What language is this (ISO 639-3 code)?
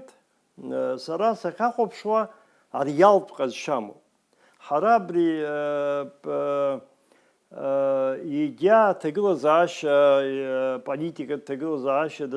abk